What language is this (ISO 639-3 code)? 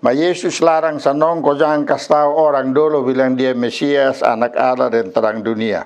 mkn